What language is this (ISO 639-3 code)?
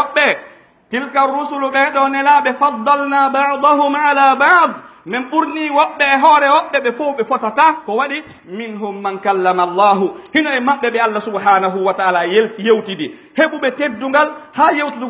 fuf